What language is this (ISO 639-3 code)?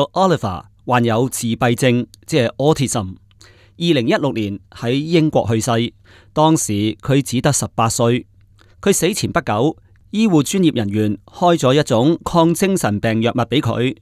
yue